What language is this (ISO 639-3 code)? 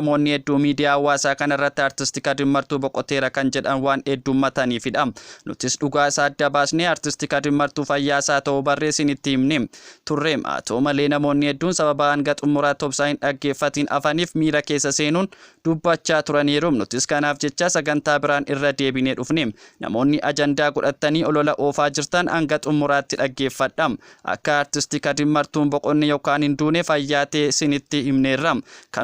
orm